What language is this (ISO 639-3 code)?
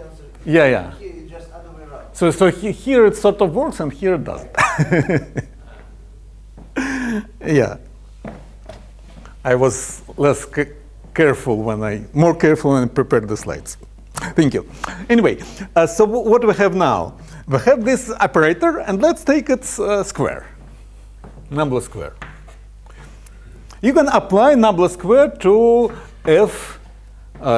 eng